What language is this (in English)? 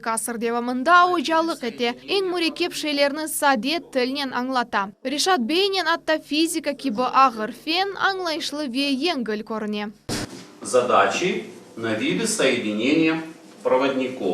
Crimean Tatar